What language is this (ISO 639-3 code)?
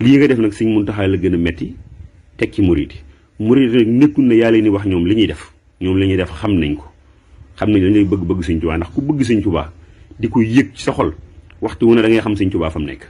wol